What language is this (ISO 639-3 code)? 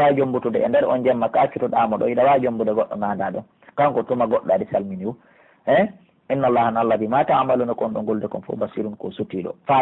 fuf